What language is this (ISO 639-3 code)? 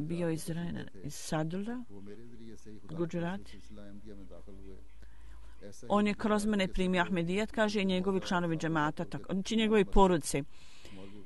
bos